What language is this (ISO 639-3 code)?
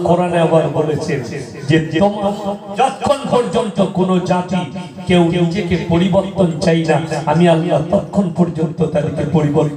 ben